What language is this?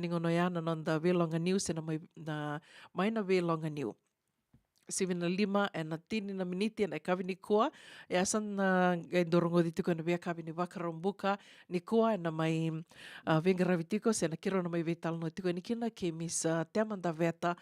Fijian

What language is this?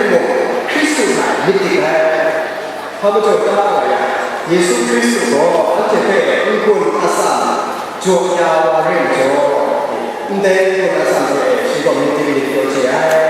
Kachin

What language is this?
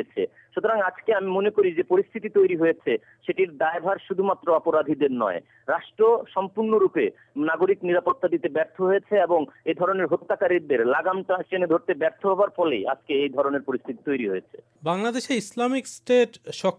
Bangla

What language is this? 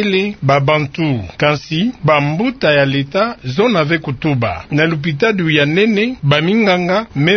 Kituba (Democratic Republic of Congo)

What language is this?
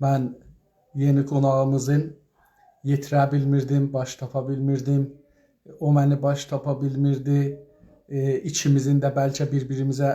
South Azerbaijani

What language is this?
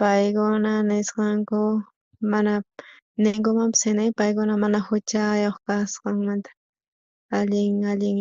South Bolivian Quechua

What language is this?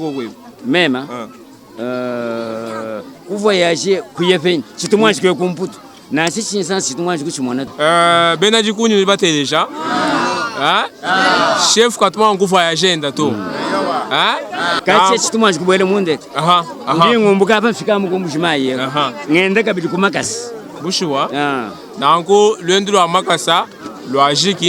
Luba-Lulua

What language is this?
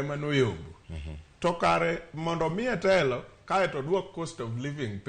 Luo (Kenya and Tanzania)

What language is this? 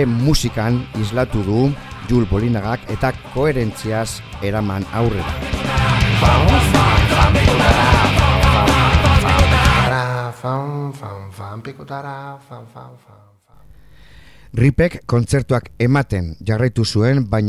Basque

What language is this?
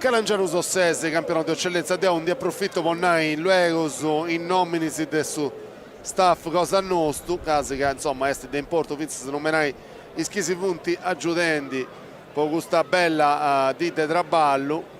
Sardinian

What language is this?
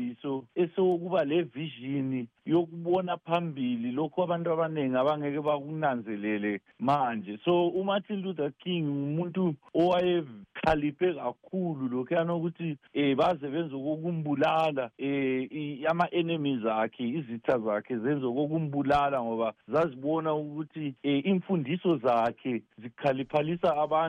North Ndebele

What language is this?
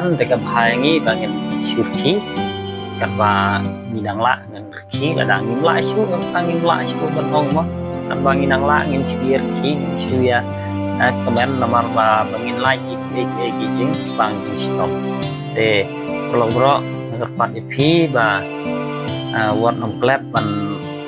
Khasi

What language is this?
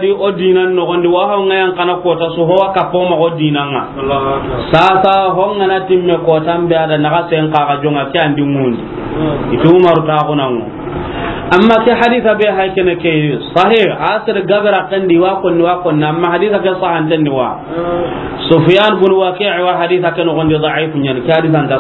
Soninke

